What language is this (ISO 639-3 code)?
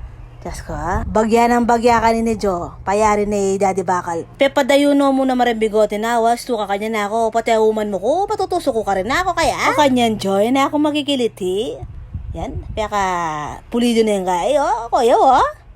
pam